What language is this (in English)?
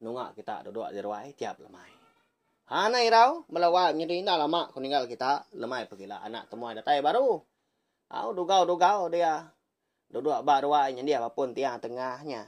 Iban